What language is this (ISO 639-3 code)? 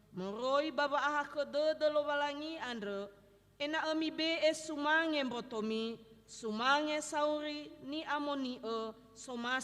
nia